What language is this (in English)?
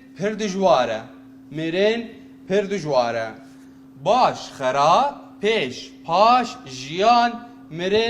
Kurdish